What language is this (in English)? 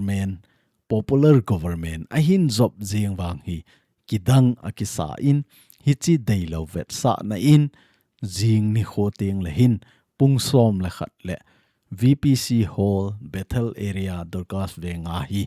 Thado Chin